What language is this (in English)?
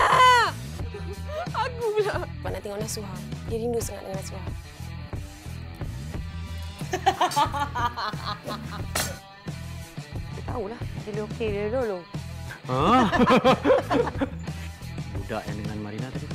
Malay